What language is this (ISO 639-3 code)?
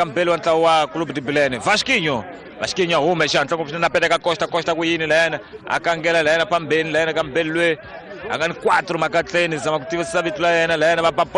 tso